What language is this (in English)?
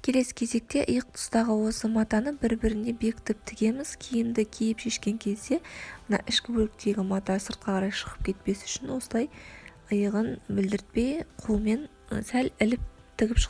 Kazakh